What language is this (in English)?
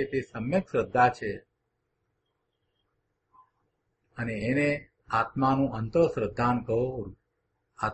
Gujarati